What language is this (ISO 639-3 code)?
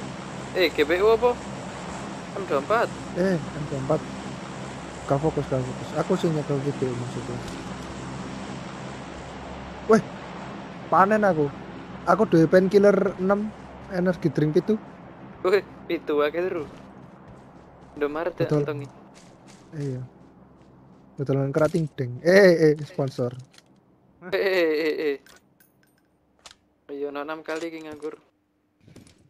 ind